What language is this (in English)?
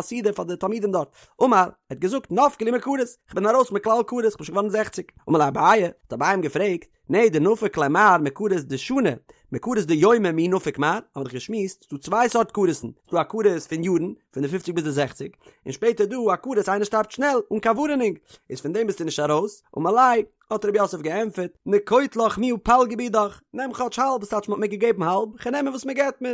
Yiddish